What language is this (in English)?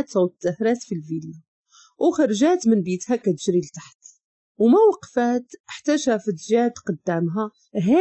Moroccan Arabic